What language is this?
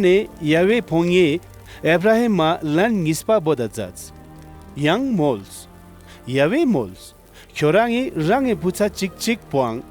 Ladakhi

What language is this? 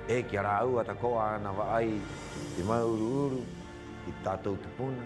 Rapanui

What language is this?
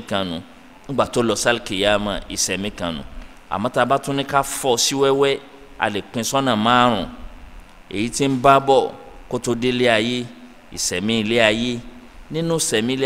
Yoruba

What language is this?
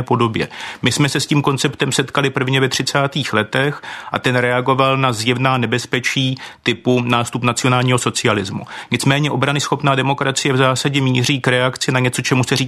Czech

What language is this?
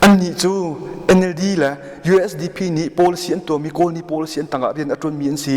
Hakha Chin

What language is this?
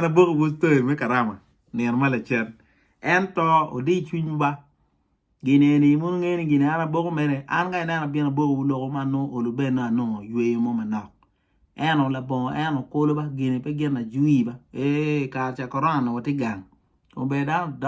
Acoli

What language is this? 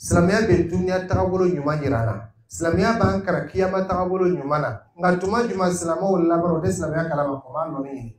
Dyula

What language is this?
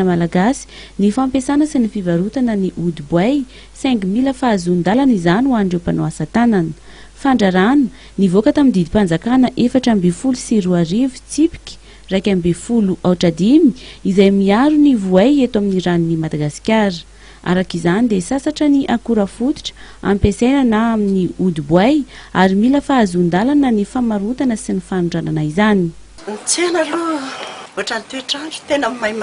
Malagasy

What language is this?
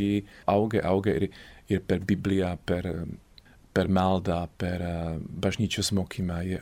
Lithuanian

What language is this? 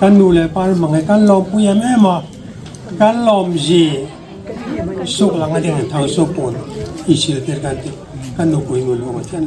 Hmar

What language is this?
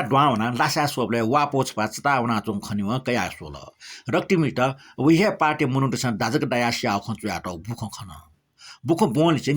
Newari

